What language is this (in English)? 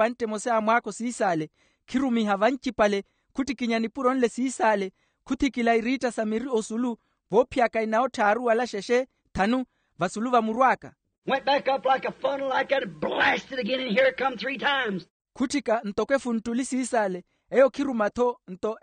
Makhuwa